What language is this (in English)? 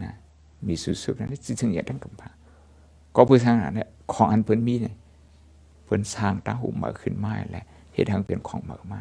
Shan